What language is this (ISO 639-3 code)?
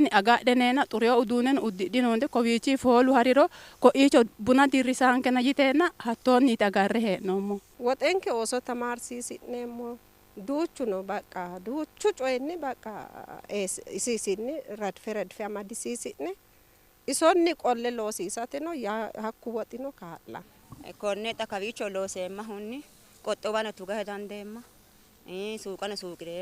sid